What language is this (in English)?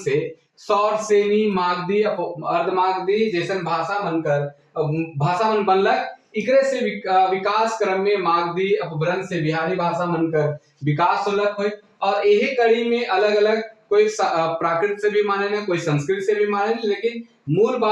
Sadri